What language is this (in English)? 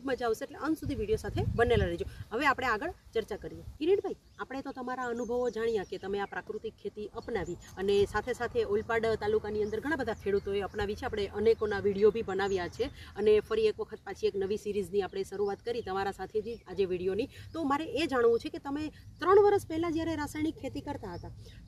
Gujarati